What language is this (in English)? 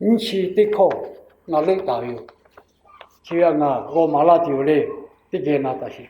Lahu